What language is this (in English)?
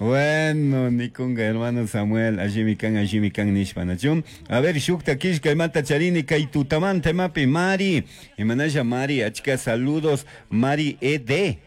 Chimborazo Highland Quichua